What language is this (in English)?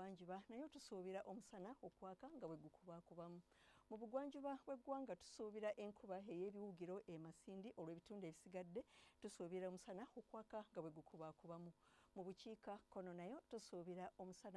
Ganda